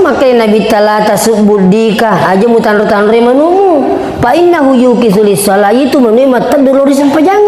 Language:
Buginese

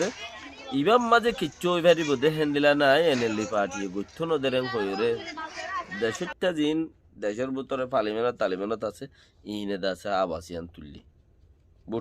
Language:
Rohingya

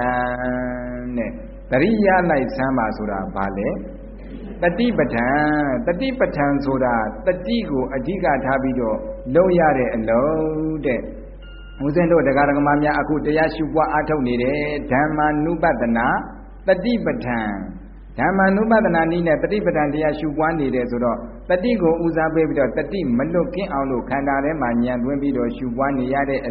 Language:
Burmese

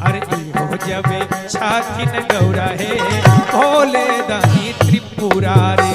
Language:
Magahi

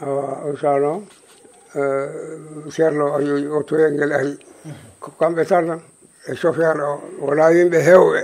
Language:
Fula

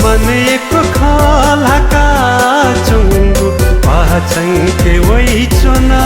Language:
Newari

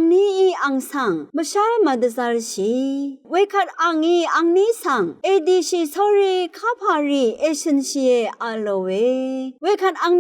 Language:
Rawang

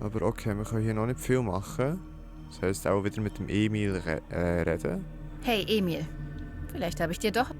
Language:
Swiss German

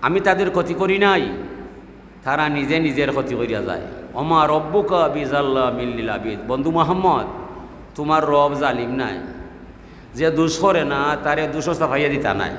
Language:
Sylheti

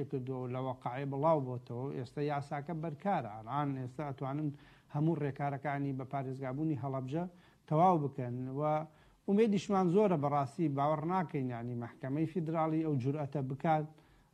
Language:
Central Kurdish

